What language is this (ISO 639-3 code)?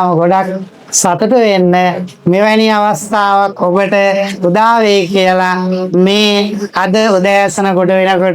sin